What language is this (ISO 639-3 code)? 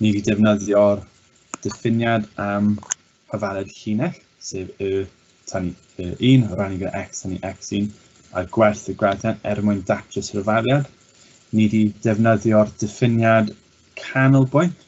cym